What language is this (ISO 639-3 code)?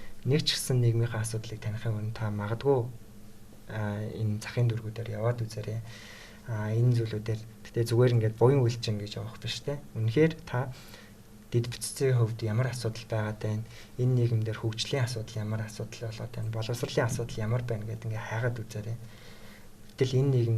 mon